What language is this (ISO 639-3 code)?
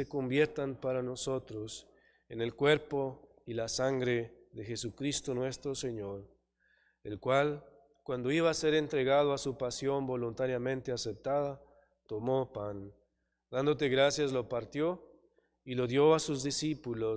spa